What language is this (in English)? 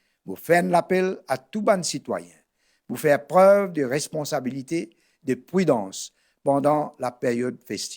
Morisyen